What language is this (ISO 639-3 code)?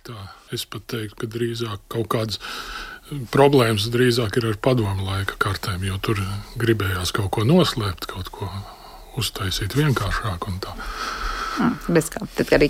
lav